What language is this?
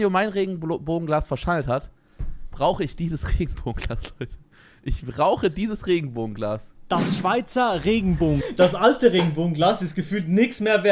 Swiss German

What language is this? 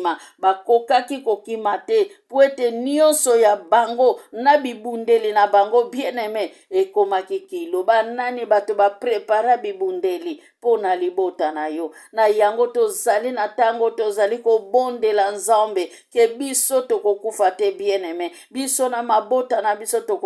Lingala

